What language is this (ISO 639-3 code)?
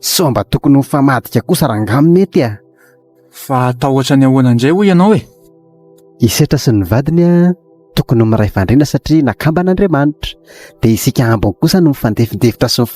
mlg